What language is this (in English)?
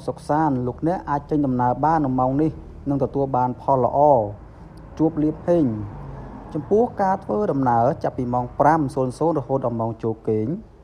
Khmer